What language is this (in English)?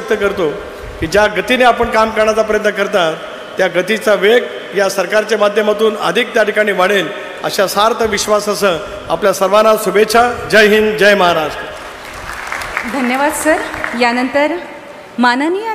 Marathi